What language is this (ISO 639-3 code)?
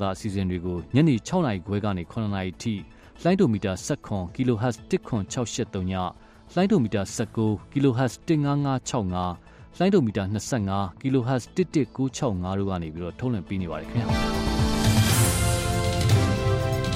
mya